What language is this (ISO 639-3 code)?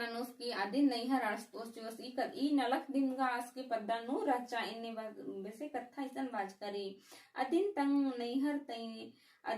kru